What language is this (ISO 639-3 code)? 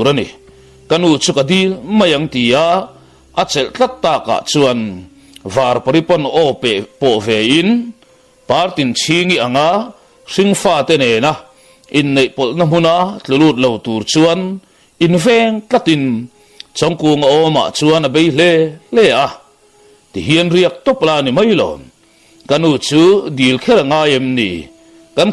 lus